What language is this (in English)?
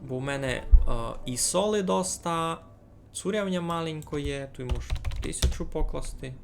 Rusyn